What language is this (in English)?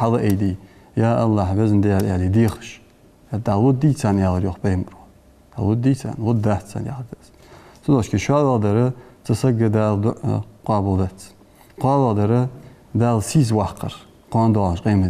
Ingush